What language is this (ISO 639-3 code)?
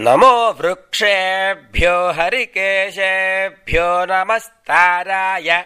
san